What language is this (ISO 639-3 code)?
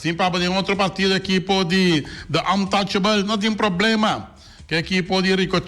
pap